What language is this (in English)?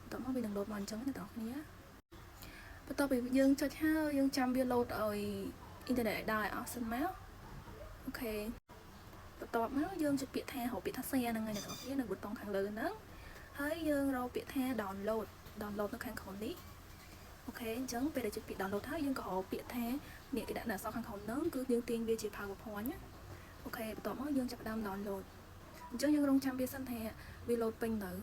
Khmer